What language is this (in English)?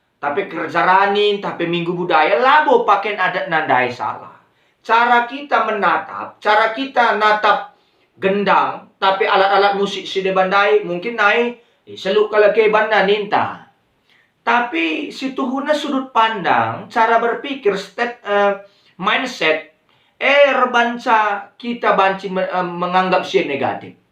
Batak Karo